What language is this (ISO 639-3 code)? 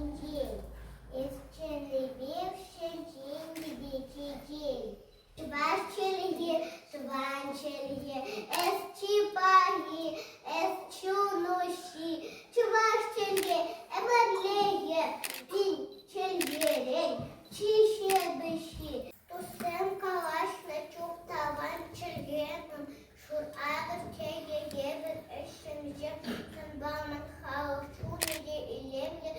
chv